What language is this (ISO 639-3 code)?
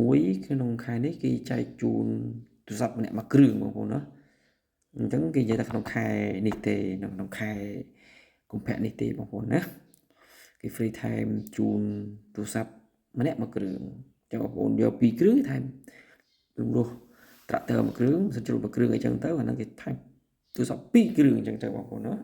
khm